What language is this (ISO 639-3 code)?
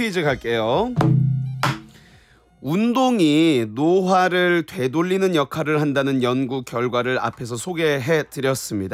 kor